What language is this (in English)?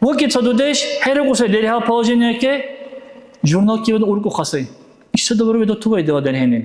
Dargwa